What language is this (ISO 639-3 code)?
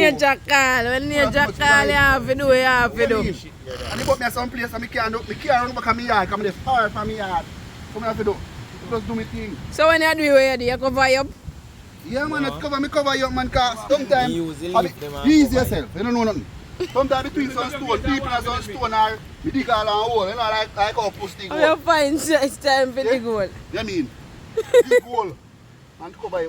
jam